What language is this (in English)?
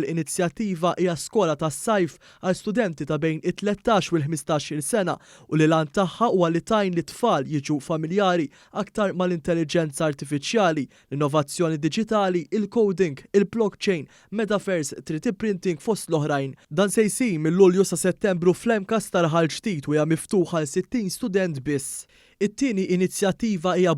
Maltese